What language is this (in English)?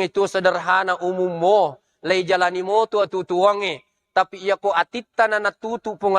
Buginese